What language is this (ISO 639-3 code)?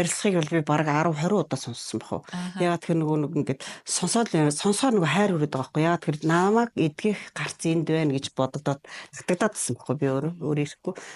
mon